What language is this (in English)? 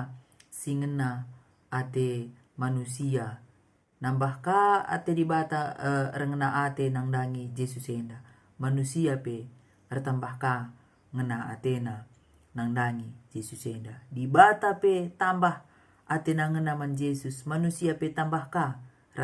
Batak Karo